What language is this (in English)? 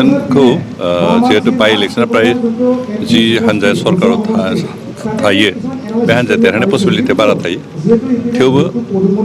Bodo